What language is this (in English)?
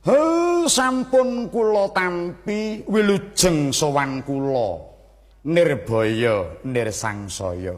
Javanese